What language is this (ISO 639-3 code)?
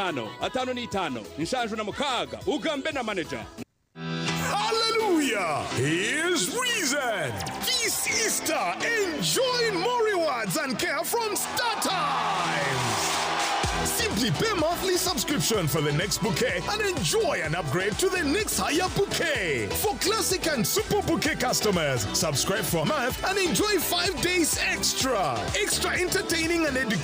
nyn